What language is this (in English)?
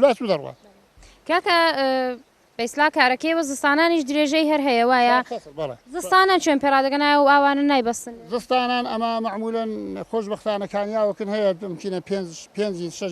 Central Kurdish